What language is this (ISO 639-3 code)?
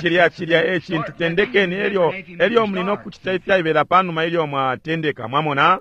bem